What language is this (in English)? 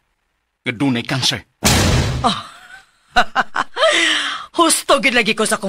Cebuano